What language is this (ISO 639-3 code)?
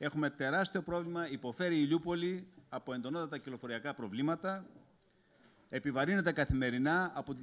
ell